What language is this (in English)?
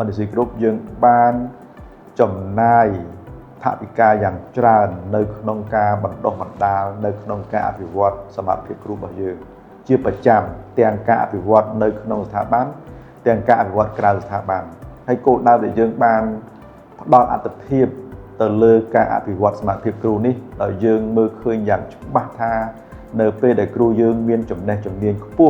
Khmer